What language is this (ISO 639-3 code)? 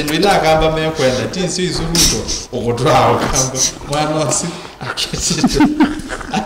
kam